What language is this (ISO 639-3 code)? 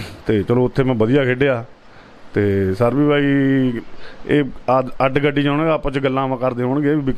pan